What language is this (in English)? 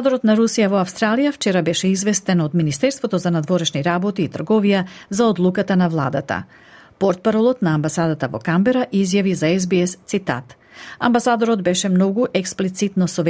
Macedonian